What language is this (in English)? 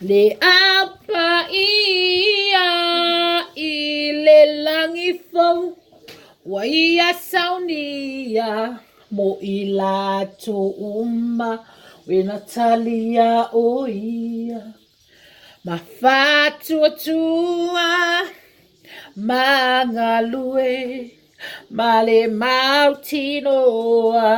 Samoan